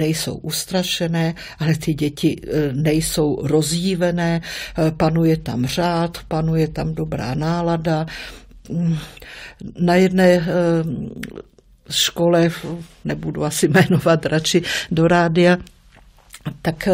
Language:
Czech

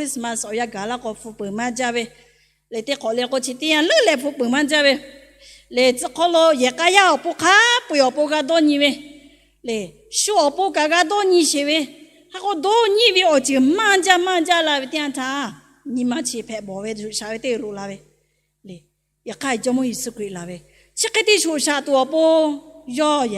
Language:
Lahu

